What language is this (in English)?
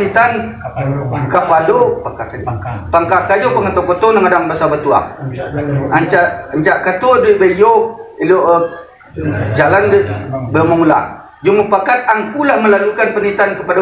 Minangkabau